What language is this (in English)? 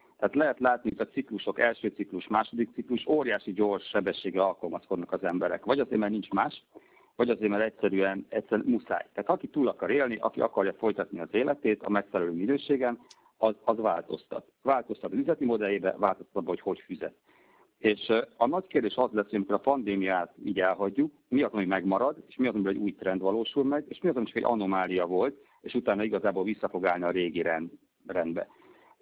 Hungarian